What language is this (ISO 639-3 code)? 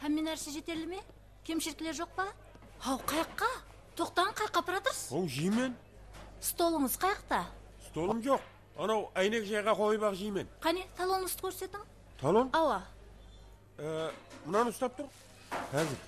kaa